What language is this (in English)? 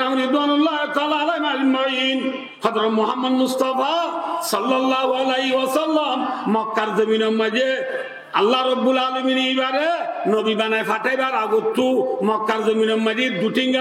Rohingya